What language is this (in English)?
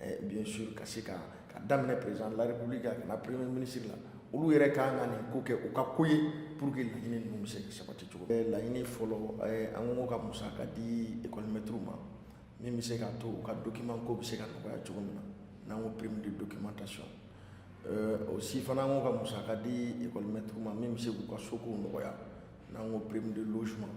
Bambara